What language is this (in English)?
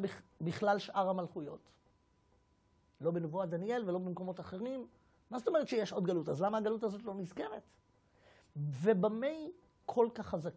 Hebrew